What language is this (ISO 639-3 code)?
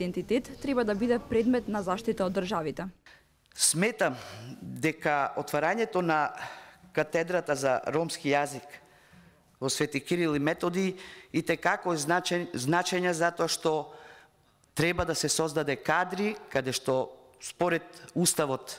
mkd